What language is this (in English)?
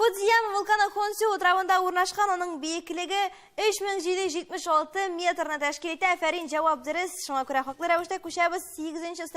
Tatar